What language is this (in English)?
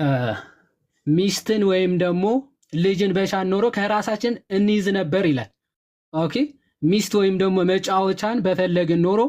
Amharic